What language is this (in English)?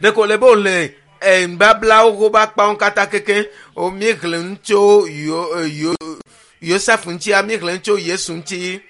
Ewe